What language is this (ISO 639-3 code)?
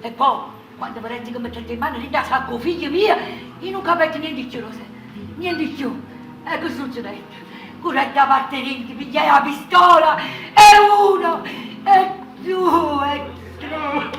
nap